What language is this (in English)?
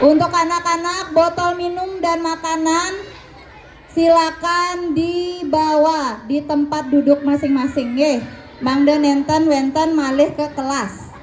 Balinese